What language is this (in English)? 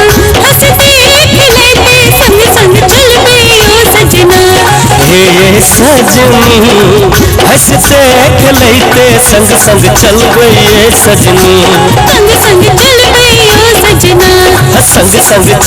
Maithili